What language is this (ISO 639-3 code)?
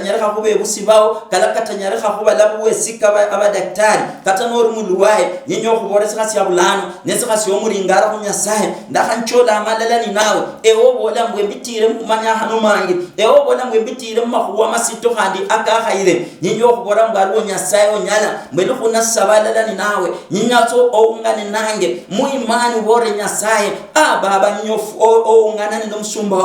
luy